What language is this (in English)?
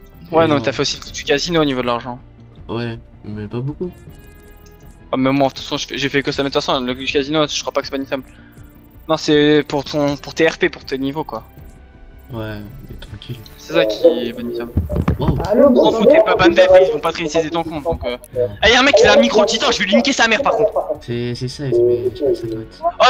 French